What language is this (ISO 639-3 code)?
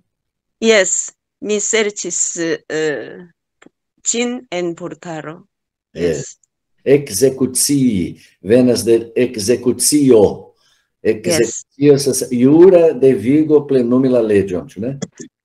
epo